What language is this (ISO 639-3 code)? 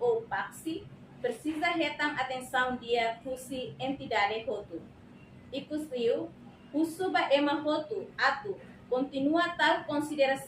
tet